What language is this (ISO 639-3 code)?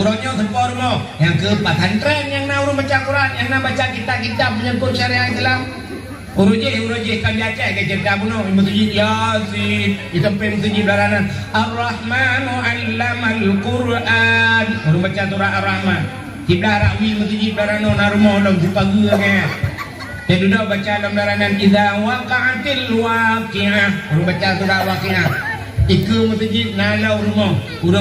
ace